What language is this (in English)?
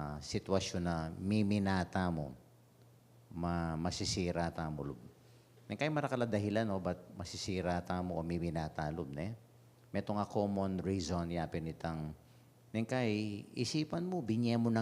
Pampanga